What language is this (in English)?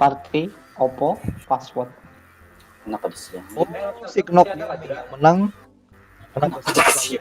Banjar